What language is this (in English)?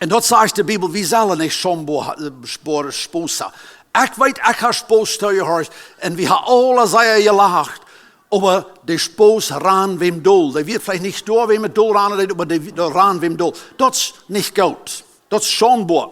Plautdietsch